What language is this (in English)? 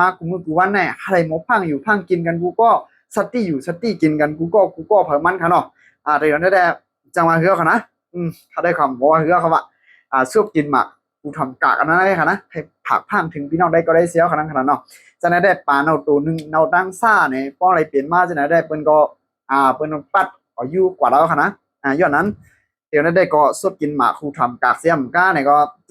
Shan